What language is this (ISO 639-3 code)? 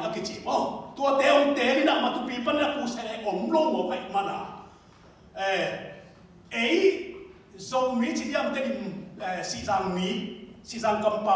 ctd